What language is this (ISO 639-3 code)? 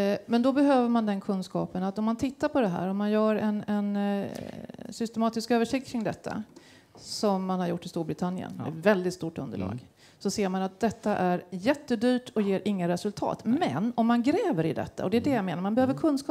swe